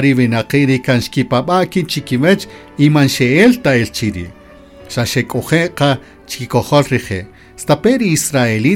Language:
Kaqchikel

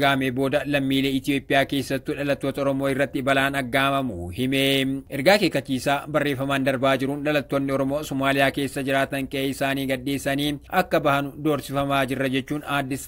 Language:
Oromo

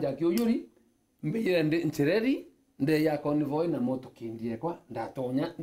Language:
Meru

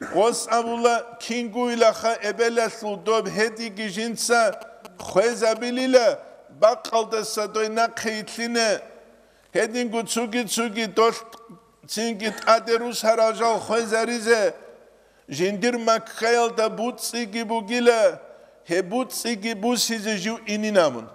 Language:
Avaric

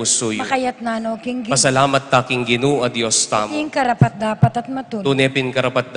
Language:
Pampanga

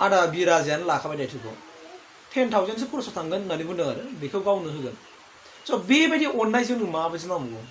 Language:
Bodo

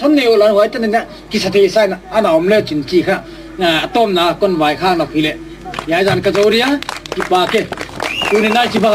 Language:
Gangte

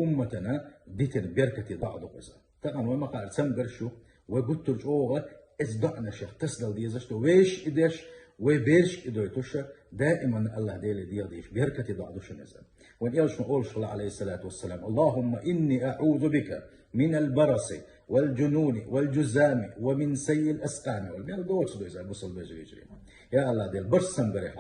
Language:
Chechen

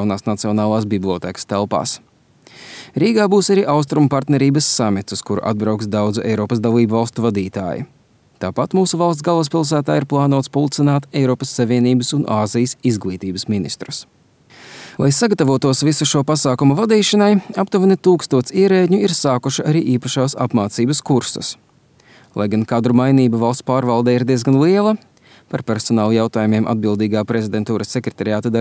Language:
Latvian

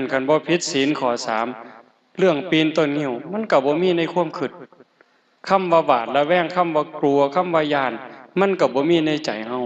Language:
Northeastern Thai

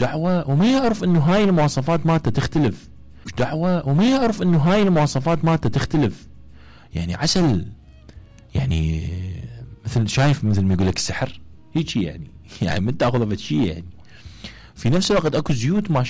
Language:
Mesopotamian Arabic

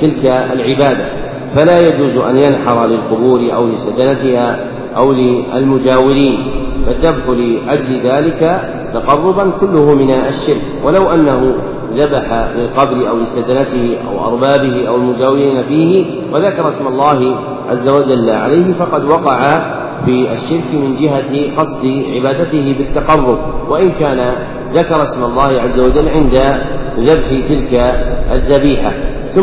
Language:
Arabic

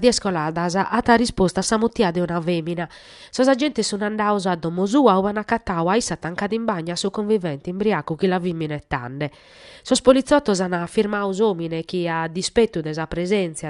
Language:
Sardinian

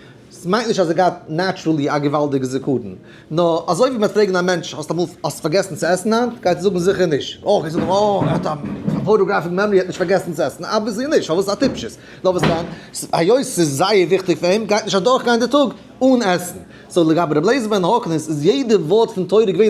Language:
Yiddish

